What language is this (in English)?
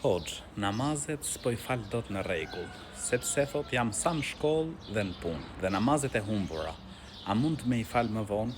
Albanian